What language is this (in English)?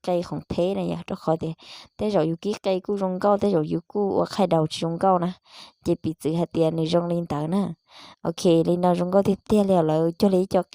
Hmong